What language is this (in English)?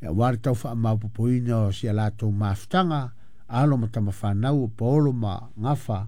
Samoan